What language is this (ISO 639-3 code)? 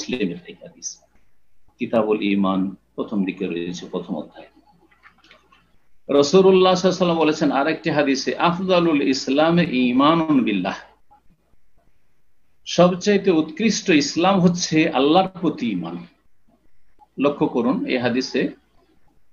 ben